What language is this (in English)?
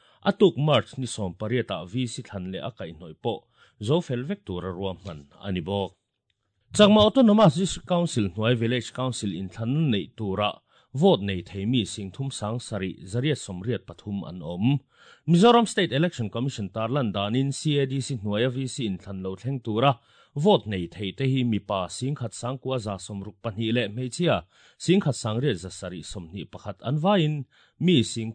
Mizo